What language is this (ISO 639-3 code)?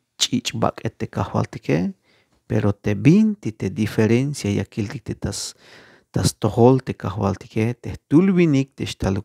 tzh